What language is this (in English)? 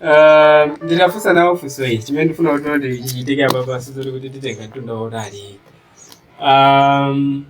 Nyanja